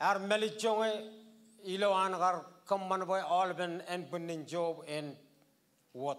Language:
Marshallese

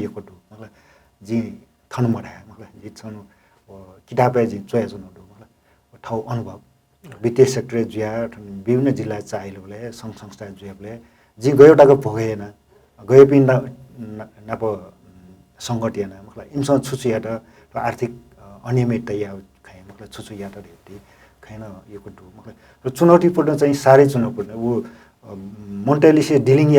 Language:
Newari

